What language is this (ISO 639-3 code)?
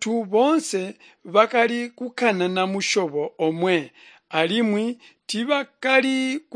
toi